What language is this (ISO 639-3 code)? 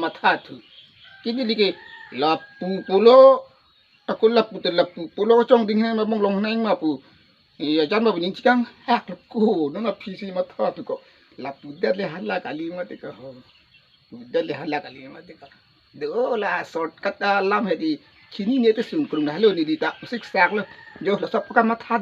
mjw